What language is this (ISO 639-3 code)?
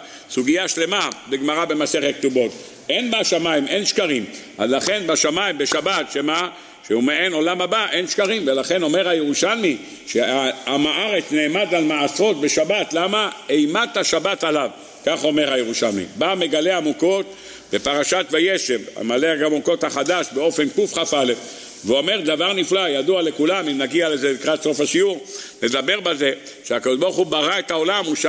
heb